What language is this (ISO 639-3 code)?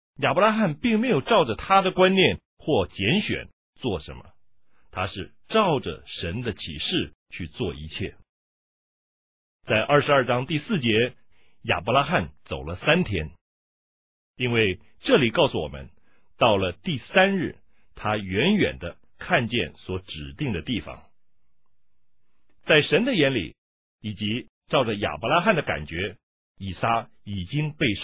zho